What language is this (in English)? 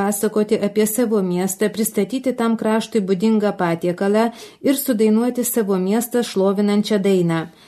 Lithuanian